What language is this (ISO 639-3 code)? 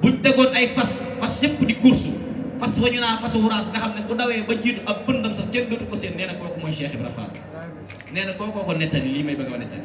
wol